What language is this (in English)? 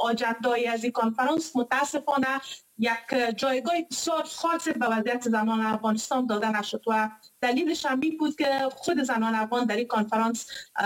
Persian